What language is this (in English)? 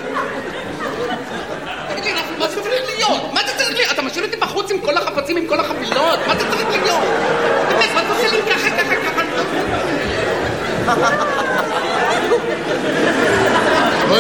Hebrew